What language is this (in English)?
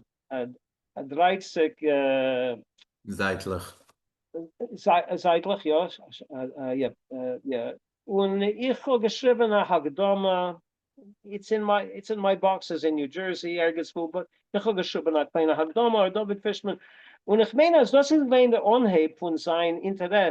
Yiddish